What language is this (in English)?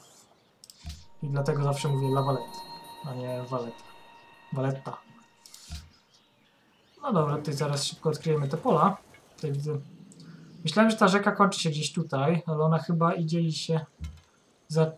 Polish